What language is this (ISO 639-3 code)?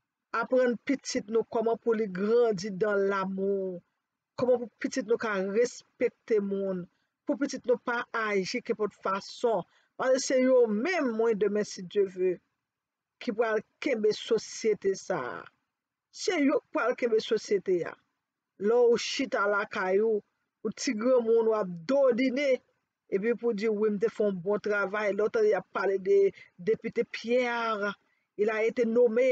hat